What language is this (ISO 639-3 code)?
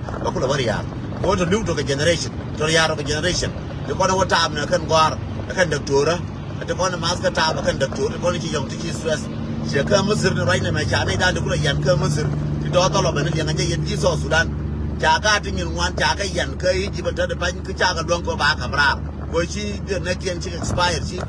nus